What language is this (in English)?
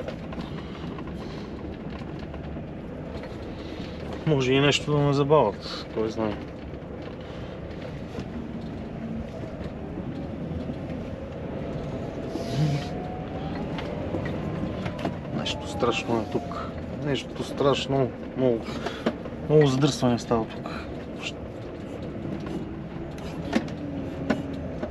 Bulgarian